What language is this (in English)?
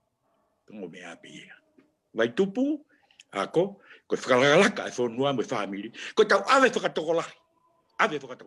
Tongan